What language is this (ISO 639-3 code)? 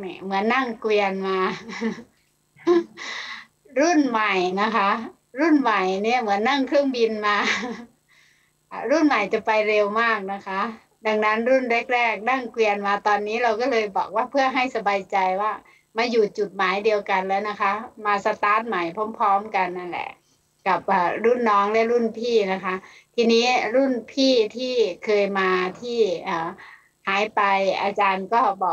tha